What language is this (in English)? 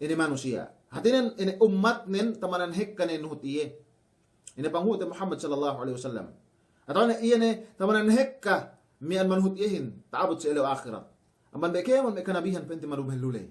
Yakan